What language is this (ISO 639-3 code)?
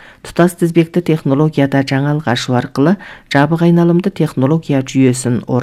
kaz